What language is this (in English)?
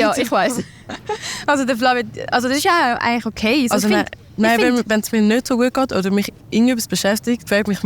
Swiss German